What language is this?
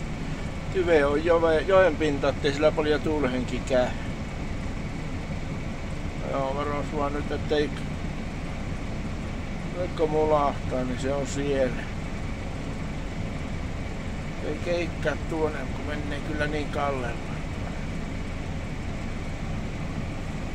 Finnish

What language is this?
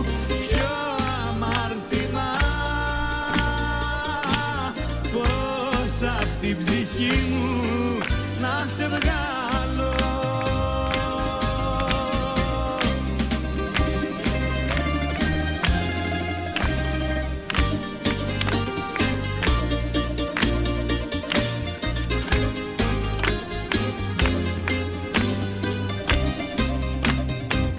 Greek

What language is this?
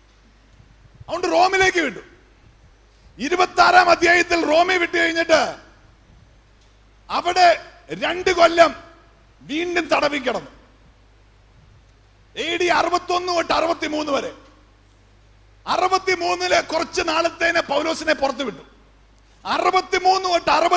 Malayalam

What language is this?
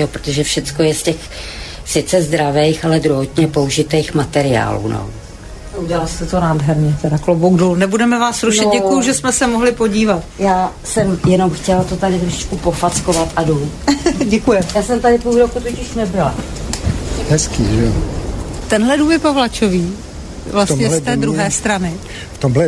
Czech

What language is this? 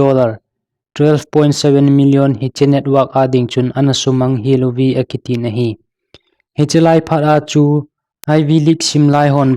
Thado Chin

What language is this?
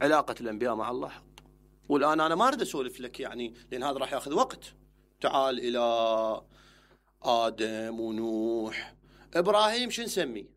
Mesopotamian Arabic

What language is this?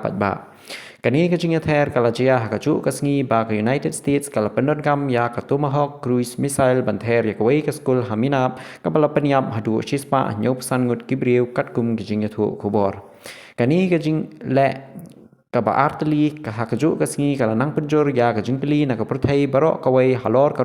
Khasi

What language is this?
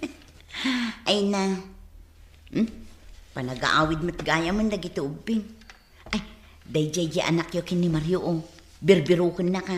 Iloko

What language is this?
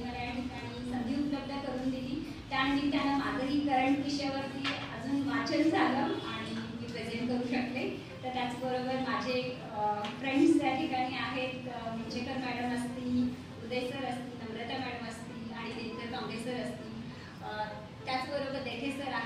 Marathi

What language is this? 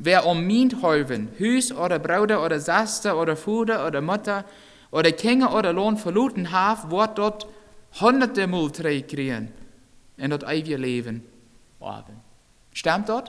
Plautdietsch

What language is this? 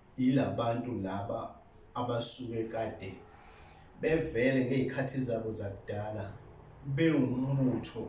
Zulu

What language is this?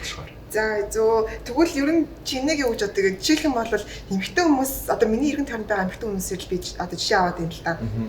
Mongolian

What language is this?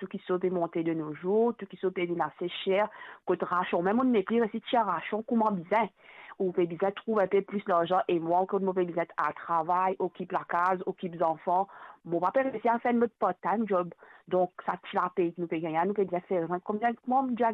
Morisyen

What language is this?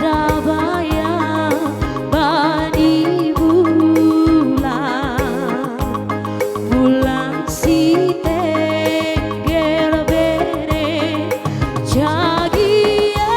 Batak Toba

